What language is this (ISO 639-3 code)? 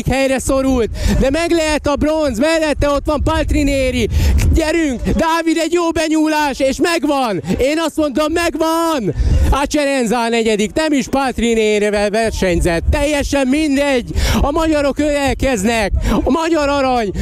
hun